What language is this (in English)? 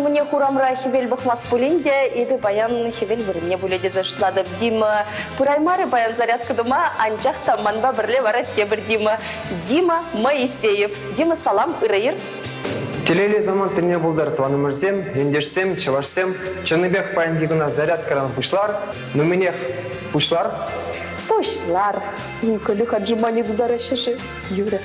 Chuvash